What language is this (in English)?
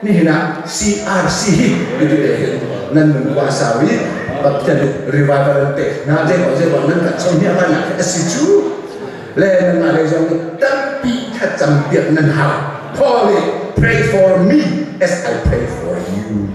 Hakha Chin